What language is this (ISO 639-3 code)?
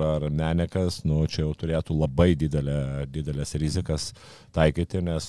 lit